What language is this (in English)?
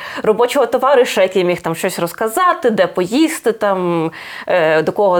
Ukrainian